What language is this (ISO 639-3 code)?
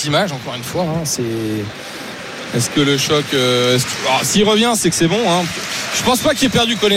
fra